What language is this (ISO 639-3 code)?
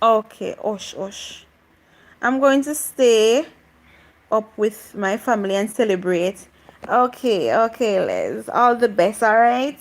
jam